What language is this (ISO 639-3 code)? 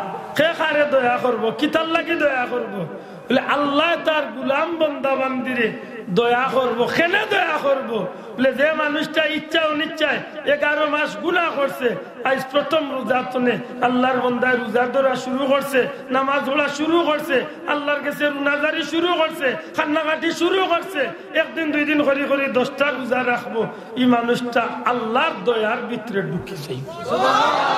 syl